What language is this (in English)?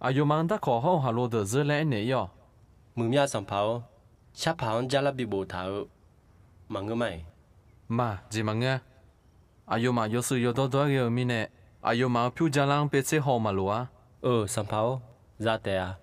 Akha